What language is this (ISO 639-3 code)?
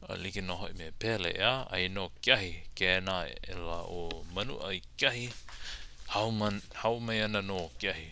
haw